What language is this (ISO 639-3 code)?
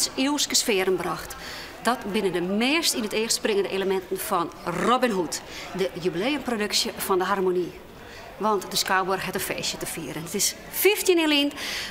fry